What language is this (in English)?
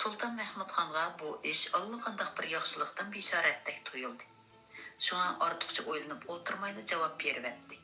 Uyghur